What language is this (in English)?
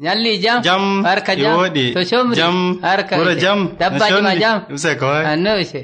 Nigerian Fulfulde